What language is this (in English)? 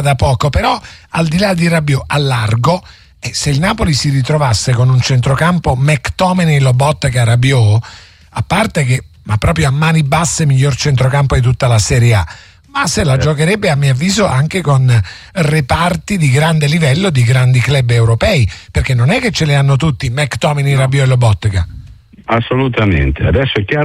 Italian